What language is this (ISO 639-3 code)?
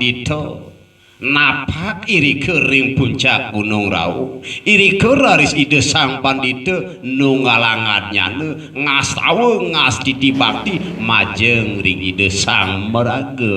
ban